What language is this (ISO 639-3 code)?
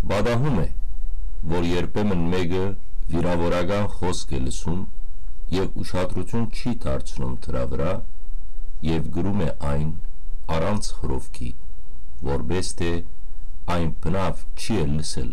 hyw